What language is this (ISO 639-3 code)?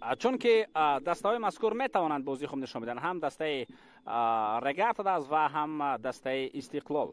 tgk